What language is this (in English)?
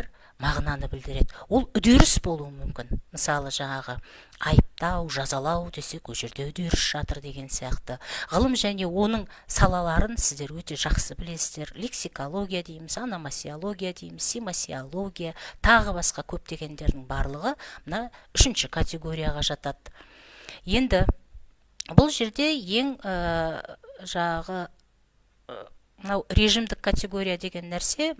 Kazakh